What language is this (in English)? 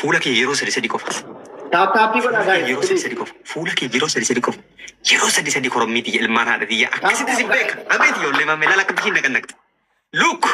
Oromo